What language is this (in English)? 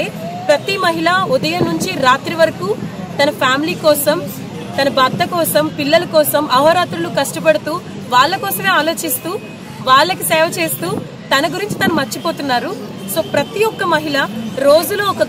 Telugu